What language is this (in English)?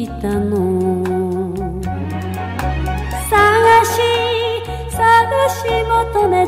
Japanese